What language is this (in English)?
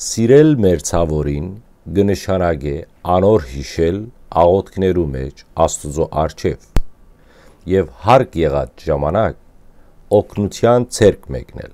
Western Armenian